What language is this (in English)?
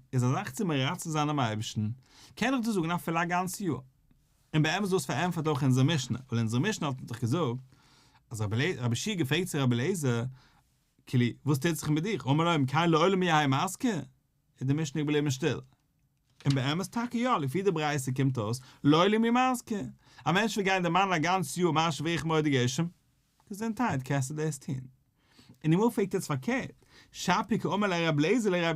Yiddish